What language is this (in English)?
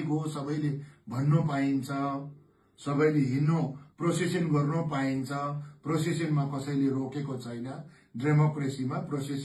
Nepali